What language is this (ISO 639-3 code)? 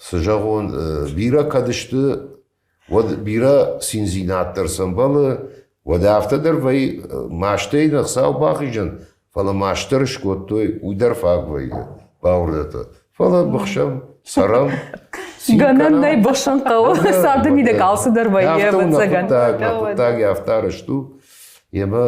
oss